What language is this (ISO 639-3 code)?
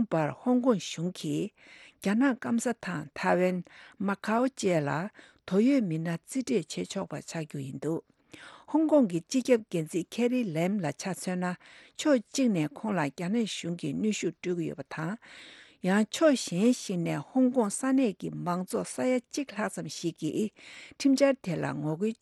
bod